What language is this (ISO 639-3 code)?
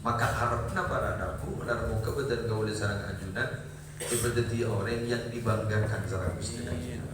mad